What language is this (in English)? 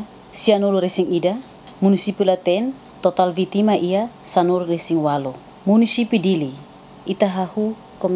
Tetum